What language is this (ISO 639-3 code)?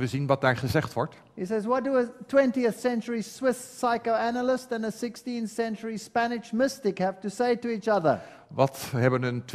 nld